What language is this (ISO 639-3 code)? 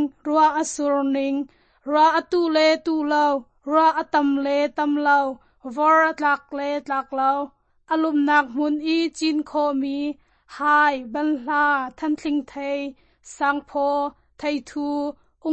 cnh